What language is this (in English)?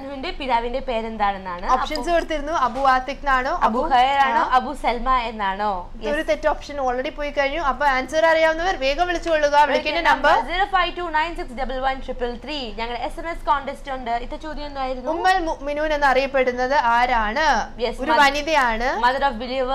Malayalam